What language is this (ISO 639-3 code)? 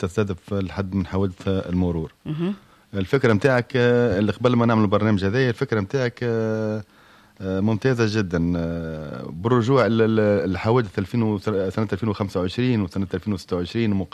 aeb